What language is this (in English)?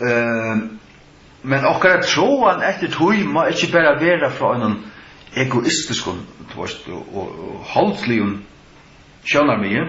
Faroese